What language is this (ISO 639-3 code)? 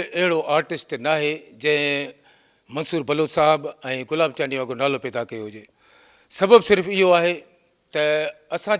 snd